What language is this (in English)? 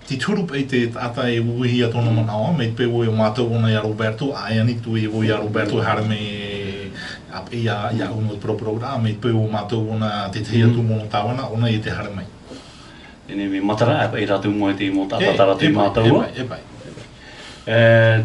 Tahitian